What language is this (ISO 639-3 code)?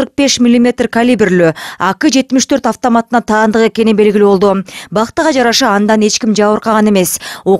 kir